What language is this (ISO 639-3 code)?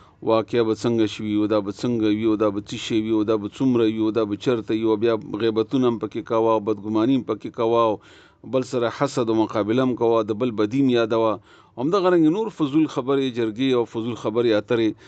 pus